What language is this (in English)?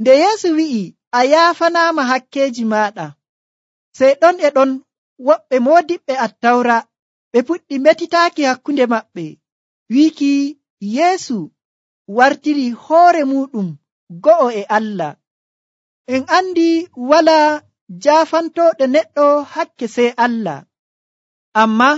Nigerian Fulfulde